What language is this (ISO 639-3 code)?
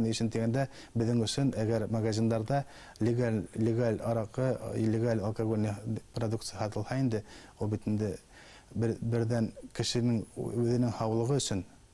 bak